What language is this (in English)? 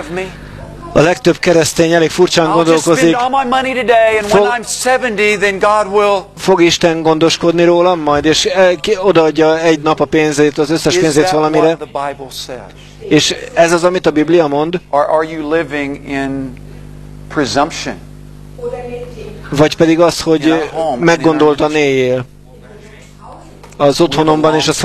Hungarian